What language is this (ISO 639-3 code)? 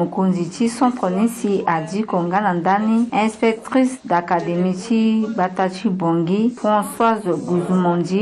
sag